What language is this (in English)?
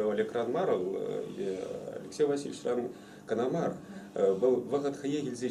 Chuvash